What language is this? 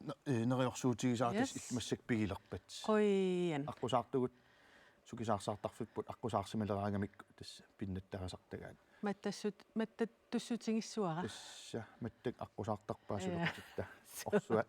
Kalaallisut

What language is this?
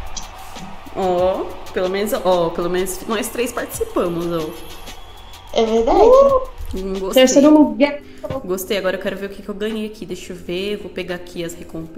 Portuguese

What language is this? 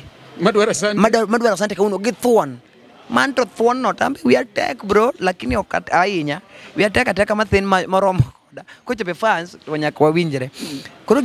Luo (Kenya and Tanzania)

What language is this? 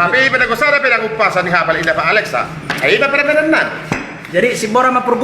Batak Toba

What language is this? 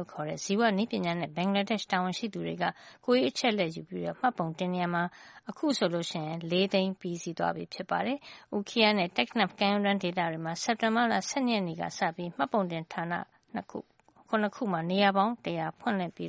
Burmese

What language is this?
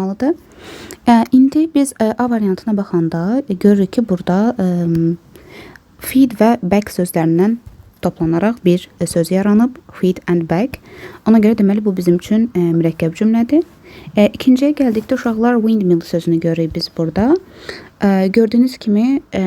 Azerbaijani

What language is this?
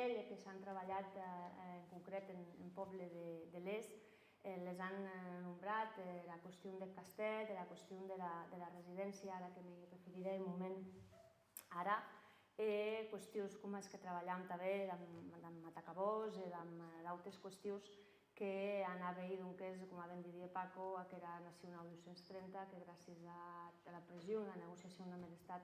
Occitan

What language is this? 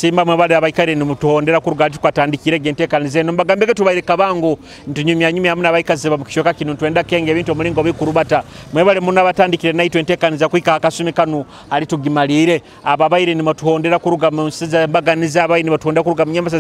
Nyoro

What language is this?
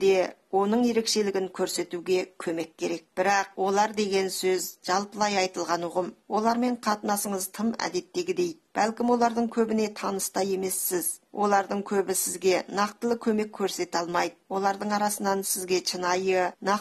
Kazakh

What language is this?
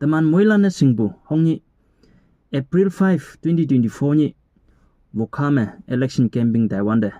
Konyak Naga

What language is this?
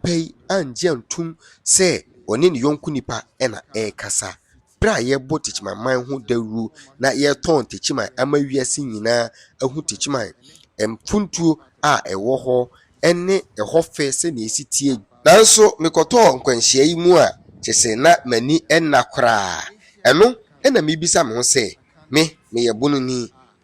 Akan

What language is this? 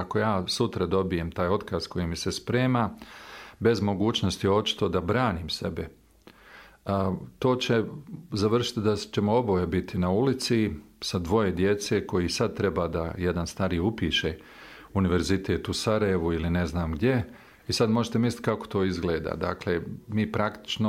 Bosnian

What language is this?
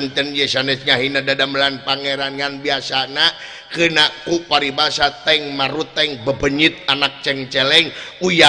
Sundanese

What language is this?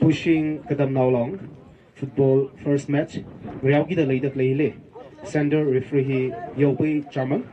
Tangkhul Naga (India)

